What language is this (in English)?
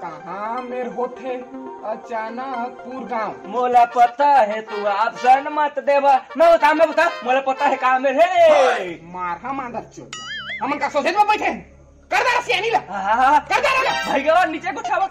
Chhattisgarhi